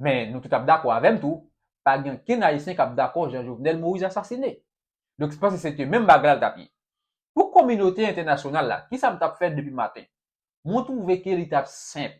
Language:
Haitian Creole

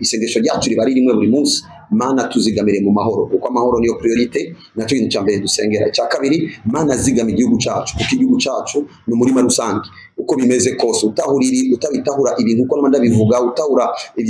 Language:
Rundi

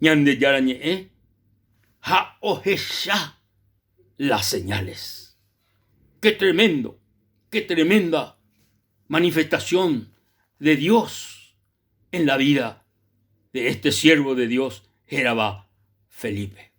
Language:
Guarani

